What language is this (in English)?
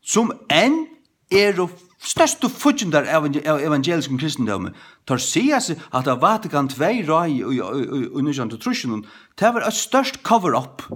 Faroese